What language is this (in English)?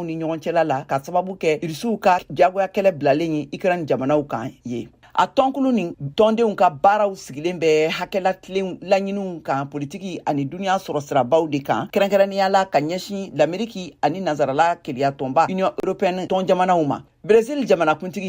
Bambara